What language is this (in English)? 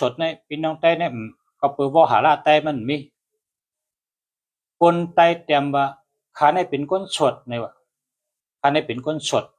Shan